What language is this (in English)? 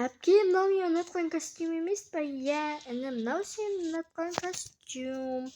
Kazakh